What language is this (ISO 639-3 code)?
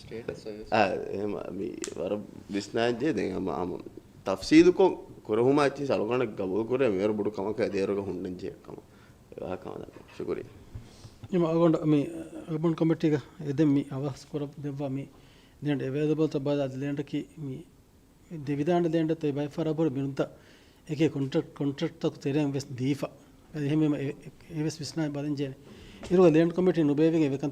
div